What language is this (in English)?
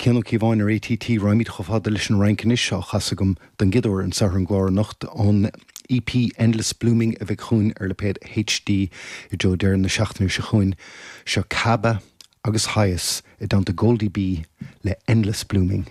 Irish